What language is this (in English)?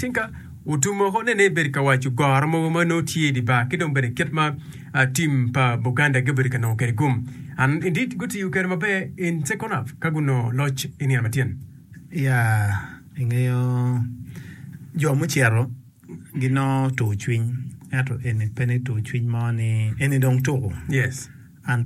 Acoli